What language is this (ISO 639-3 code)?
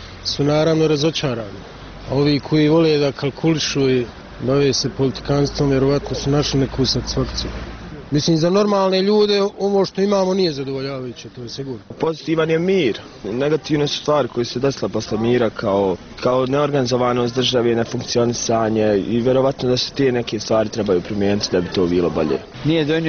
bos